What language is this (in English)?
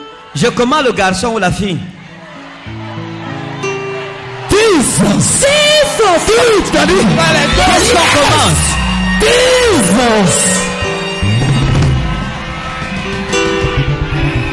French